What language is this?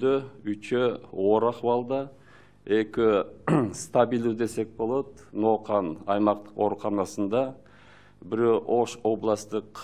Kyrgyz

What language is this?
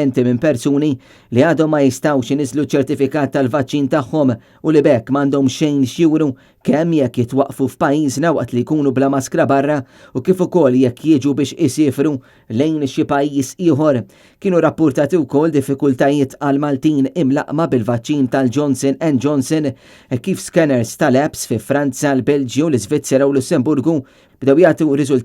Maltese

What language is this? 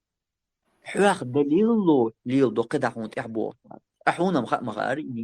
Chechen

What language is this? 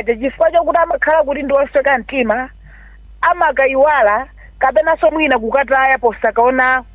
Nyanja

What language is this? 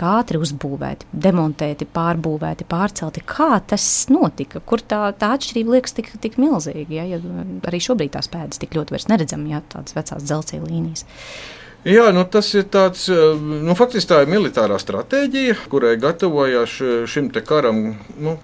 Latvian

